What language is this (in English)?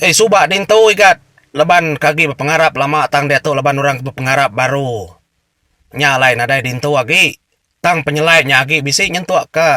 Iban